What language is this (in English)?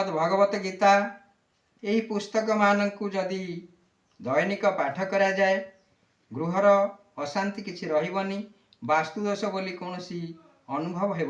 Odia